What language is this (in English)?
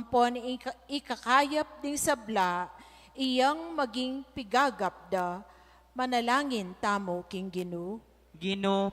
Pampanga